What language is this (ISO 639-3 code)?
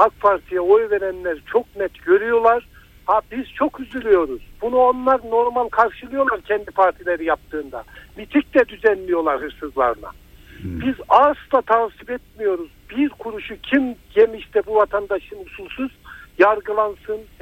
tur